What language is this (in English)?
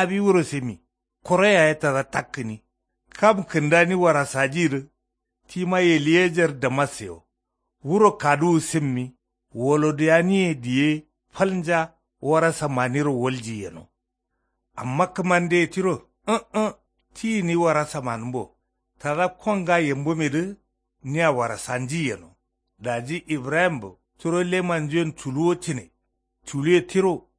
Kanuri